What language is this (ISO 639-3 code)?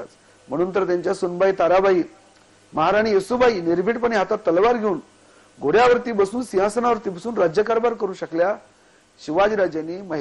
mar